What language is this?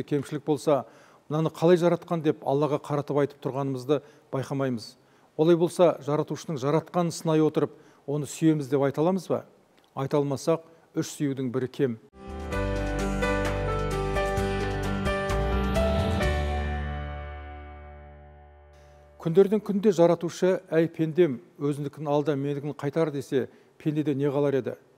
Kazakh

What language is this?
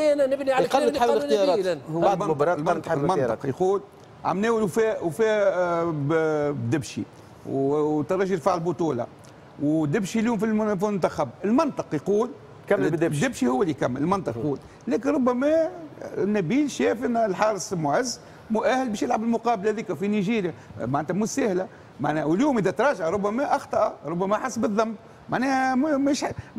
Tunisian Arabic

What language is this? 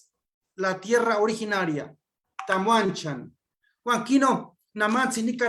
Eastern Huasteca Nahuatl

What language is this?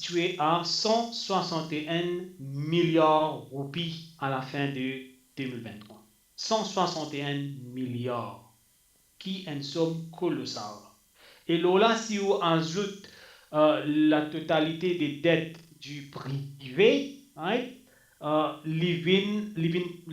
Morisyen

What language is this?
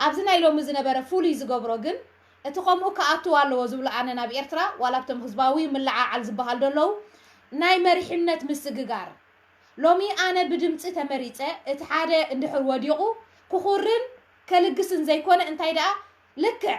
Tigrinya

